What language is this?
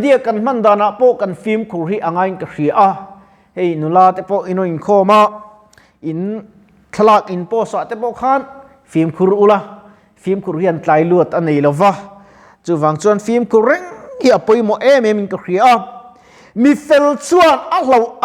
Mizo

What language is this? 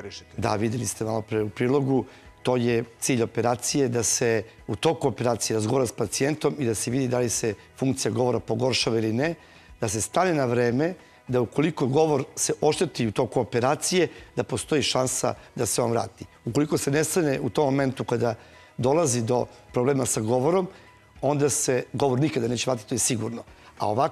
Serbian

